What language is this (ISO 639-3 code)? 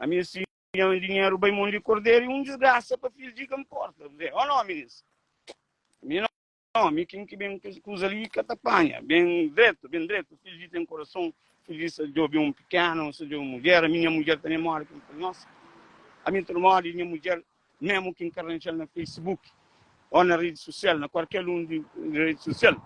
kea